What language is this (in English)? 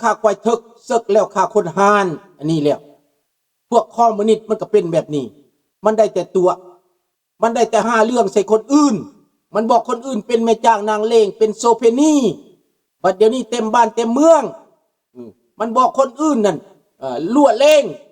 Lao